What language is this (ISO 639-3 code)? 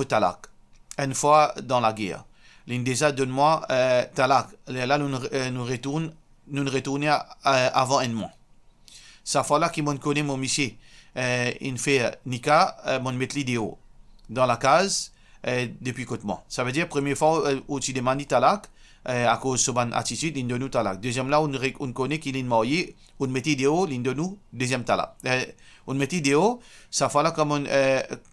mfe